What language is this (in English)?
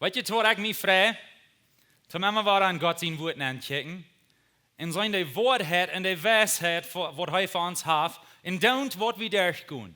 Plautdietsch